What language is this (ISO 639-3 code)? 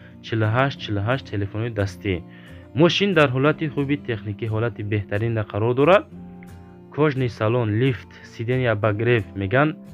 tgk